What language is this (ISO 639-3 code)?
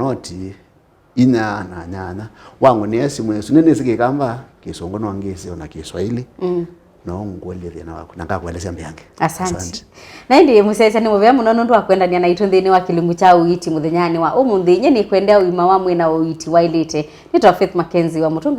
kam